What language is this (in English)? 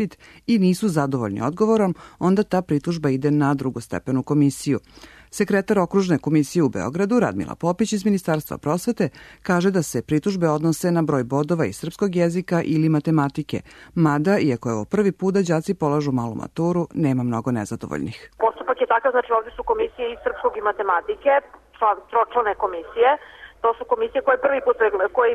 Serbian